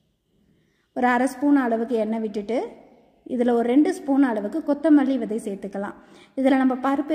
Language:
Tamil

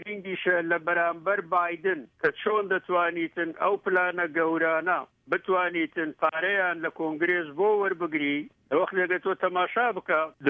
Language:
Central Kurdish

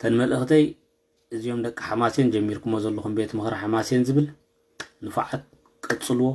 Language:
Tigrinya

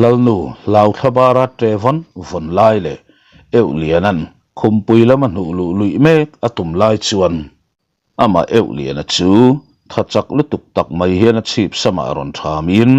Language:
Mizo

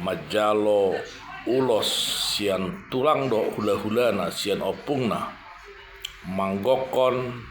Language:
Batak Toba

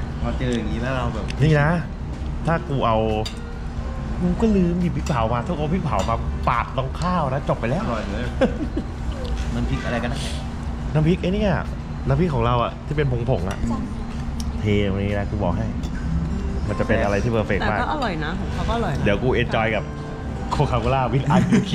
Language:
Thai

